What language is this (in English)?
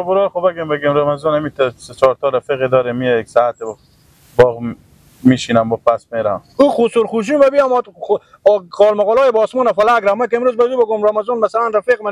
Persian